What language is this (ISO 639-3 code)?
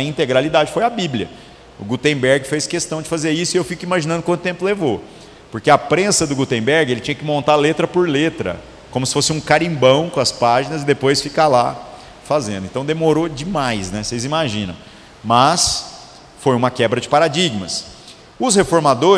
por